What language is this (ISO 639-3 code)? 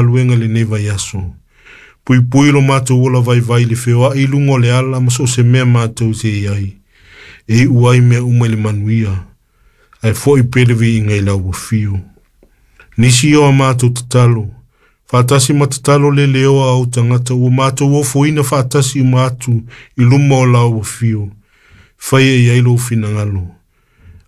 smo